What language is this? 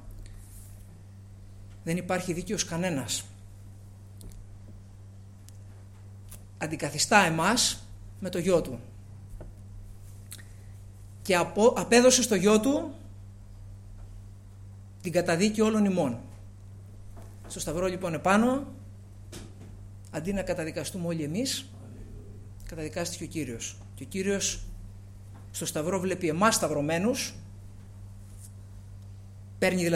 Greek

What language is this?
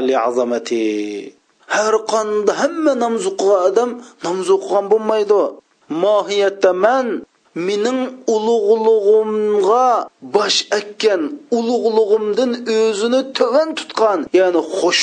Uyghur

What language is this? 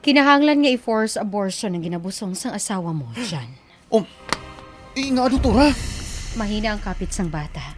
Hiligaynon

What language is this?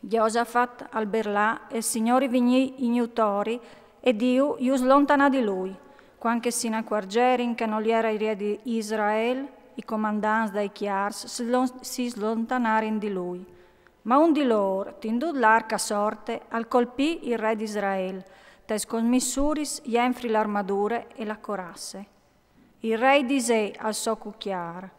Friulian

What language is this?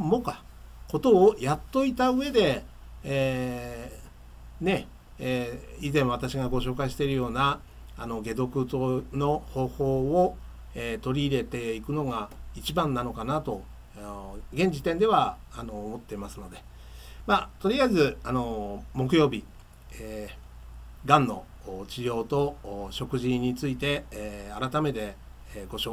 Japanese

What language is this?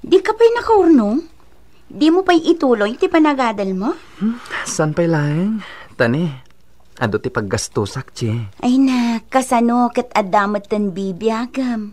Iloko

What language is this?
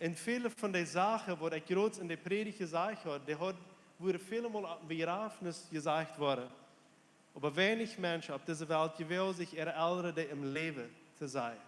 Plautdietsch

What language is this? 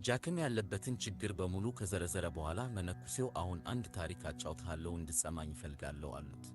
Amharic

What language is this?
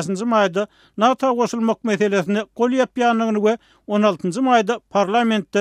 Turkmen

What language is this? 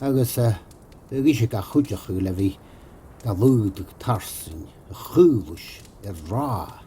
Scottish Gaelic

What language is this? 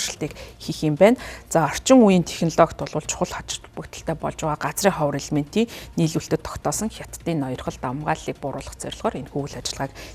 Mongolian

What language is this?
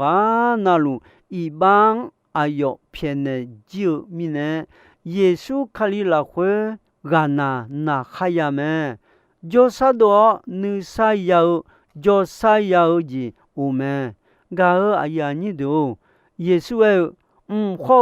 Akha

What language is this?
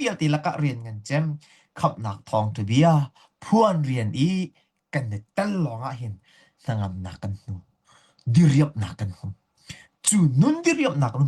Hakha Chin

